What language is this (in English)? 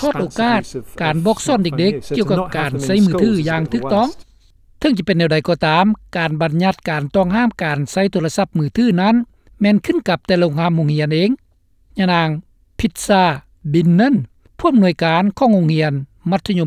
Lao